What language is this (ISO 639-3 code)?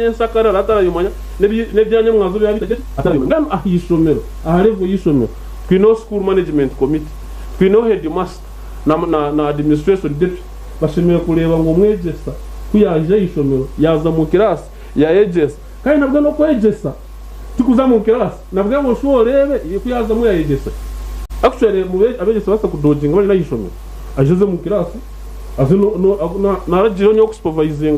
nyn